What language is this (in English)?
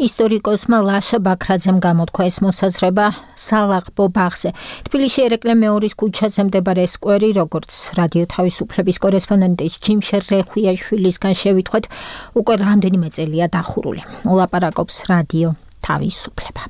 Georgian